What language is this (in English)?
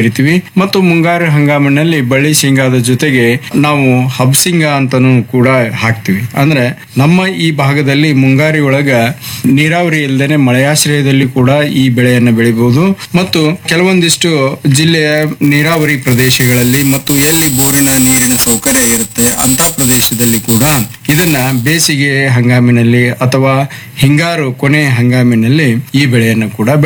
Kannada